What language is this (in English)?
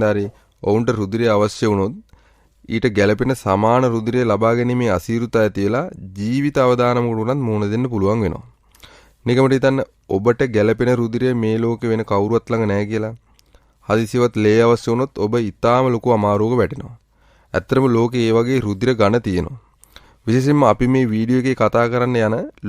Sinhala